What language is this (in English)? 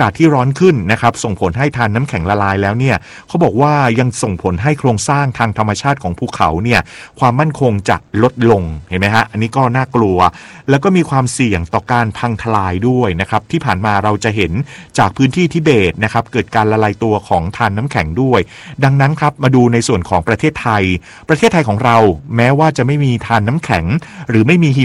Thai